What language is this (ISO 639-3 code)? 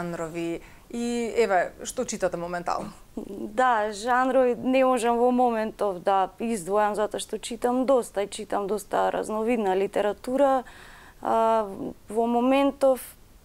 mkd